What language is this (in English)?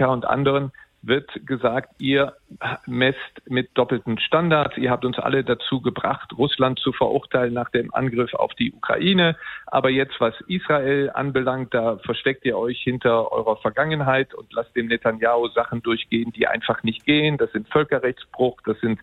German